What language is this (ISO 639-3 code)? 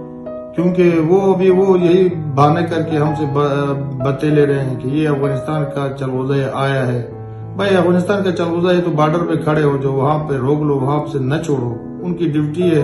urd